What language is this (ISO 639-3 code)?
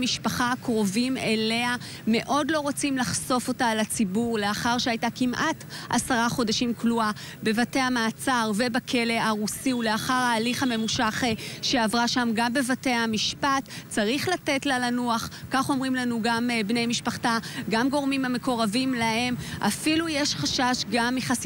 heb